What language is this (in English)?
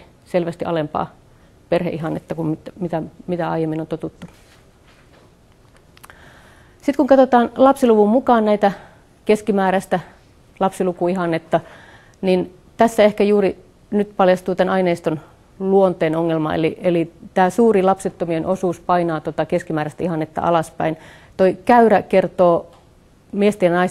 Finnish